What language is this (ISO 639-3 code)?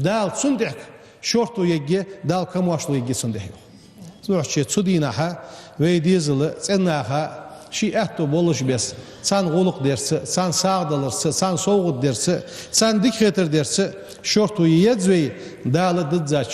inh